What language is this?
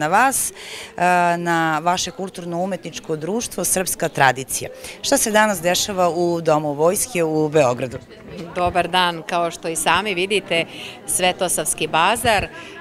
Serbian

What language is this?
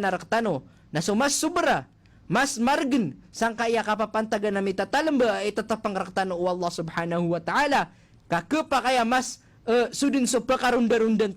Maranao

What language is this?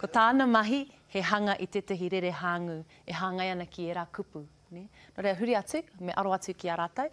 Māori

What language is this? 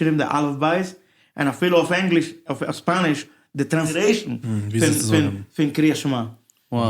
Yiddish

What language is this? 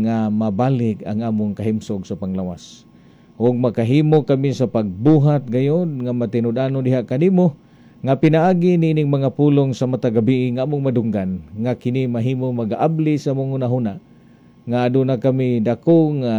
Cebuano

